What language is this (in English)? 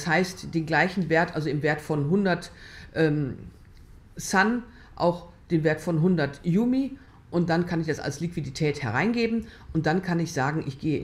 German